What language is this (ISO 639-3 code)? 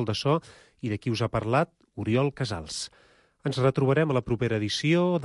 cat